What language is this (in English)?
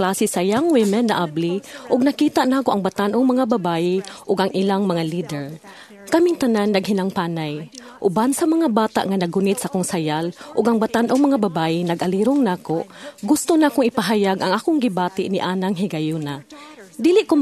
Cebuano